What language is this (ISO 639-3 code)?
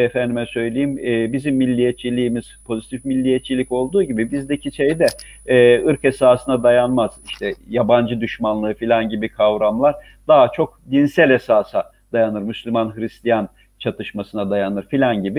tur